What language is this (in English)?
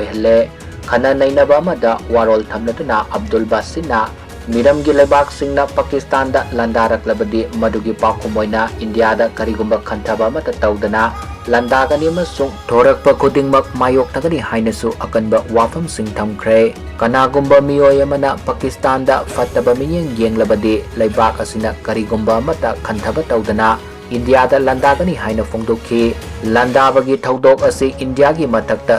Manipuri